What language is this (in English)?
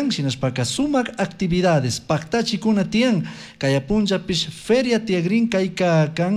Chimborazo Highland Quichua